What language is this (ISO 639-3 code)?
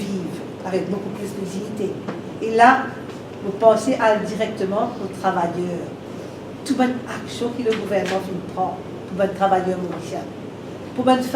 mfe